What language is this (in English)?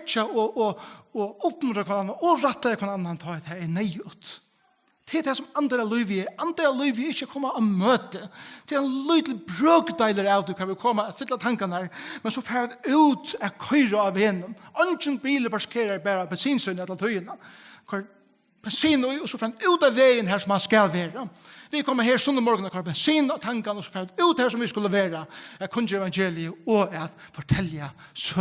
Faroese